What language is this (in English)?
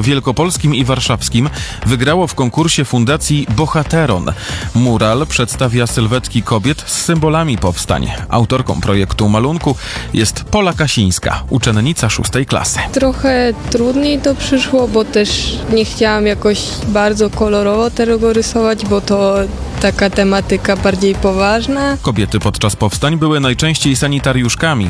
Polish